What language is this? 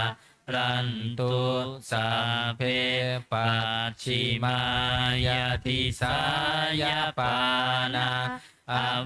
Pali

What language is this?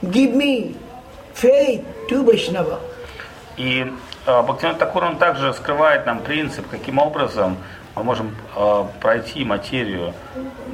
Russian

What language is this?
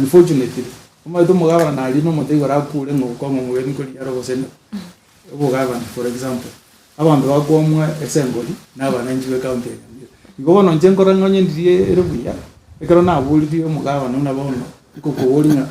Gusii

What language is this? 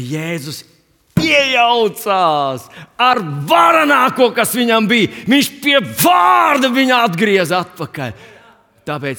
Latvian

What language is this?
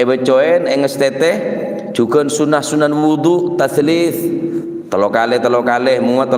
Madurese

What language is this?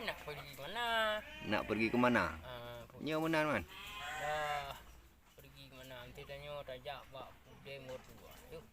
Achinese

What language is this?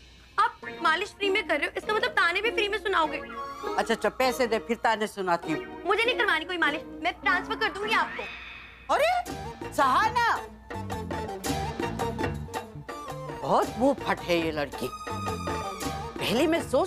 Hindi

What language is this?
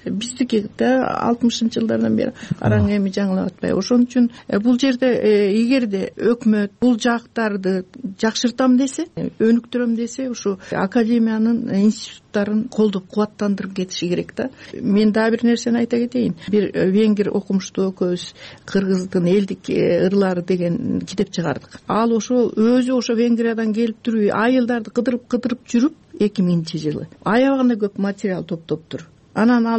Kyrgyz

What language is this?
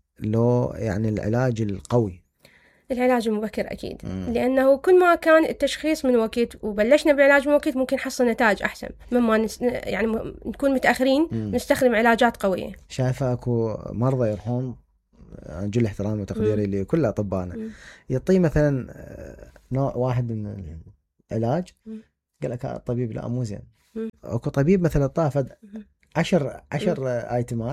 Mesopotamian Arabic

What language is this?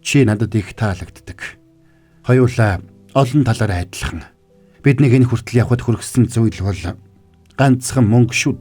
Mongolian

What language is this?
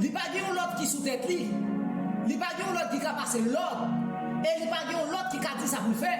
Haitian Creole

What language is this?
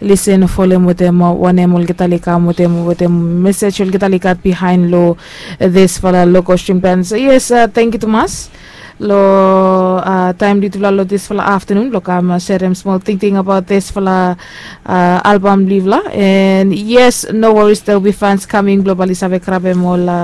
Bislama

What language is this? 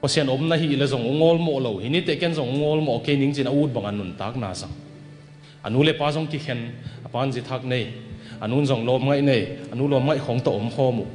Tedim Chin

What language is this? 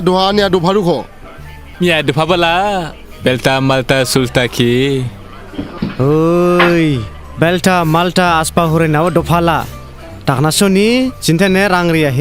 Dimasa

